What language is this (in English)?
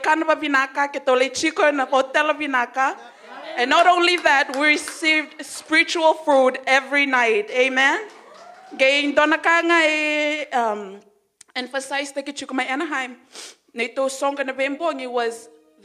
Fijian